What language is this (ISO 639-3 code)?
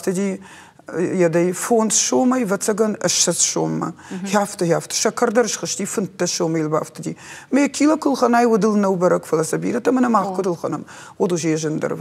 oss